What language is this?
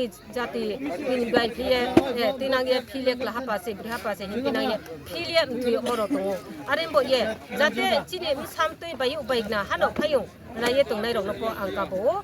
Riang (India)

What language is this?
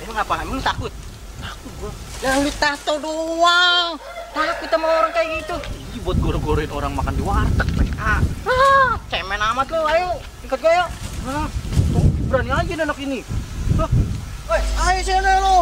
Betawi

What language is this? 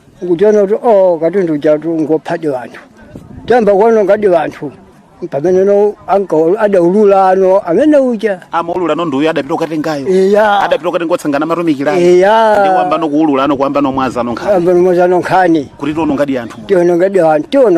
Nyanja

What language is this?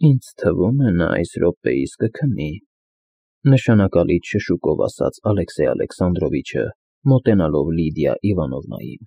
Armenian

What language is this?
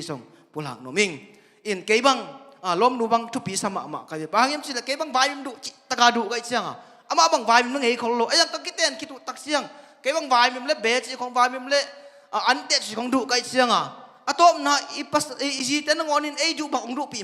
Tedim Chin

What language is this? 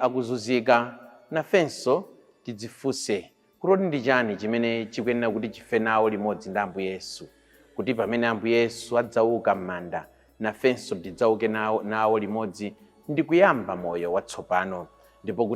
Nyanja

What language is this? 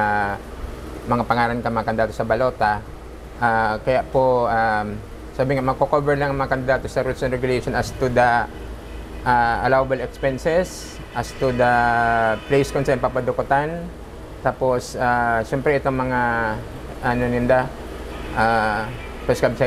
Bikol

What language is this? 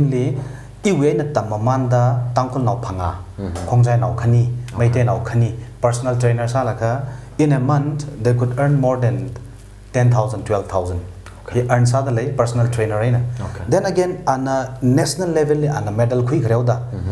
Tangkhul Naga (India)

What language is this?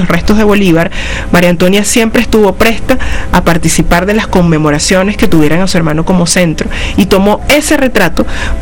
Spanish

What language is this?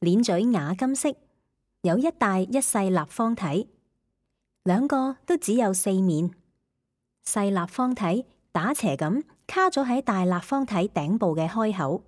Cantonese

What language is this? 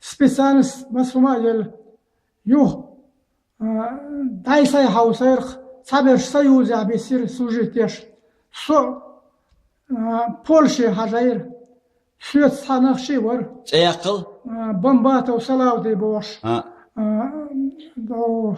Chechen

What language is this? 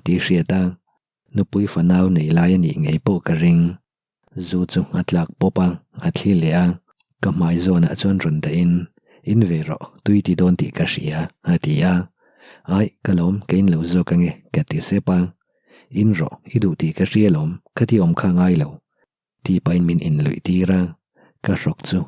Mizo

